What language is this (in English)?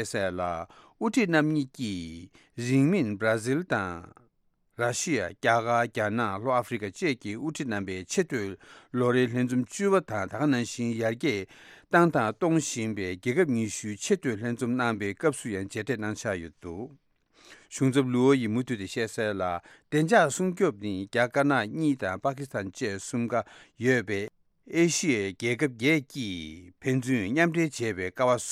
Tibetan